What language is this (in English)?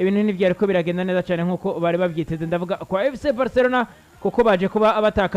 Rundi